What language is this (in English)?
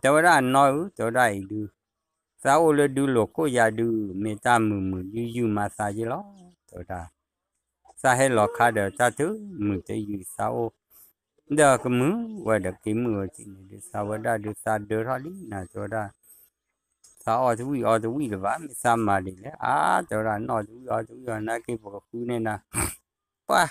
S'gaw Karen